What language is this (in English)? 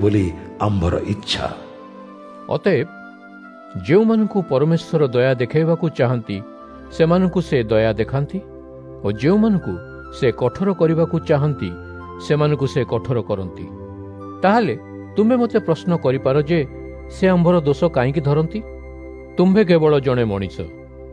Odia